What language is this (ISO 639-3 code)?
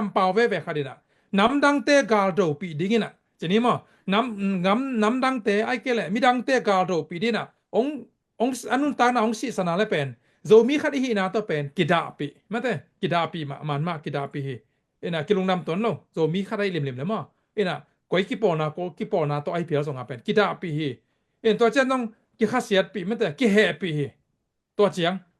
ctd